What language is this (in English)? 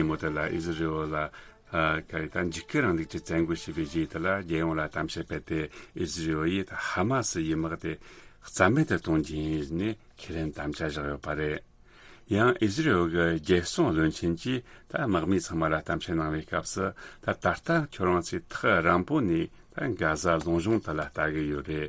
Tibetan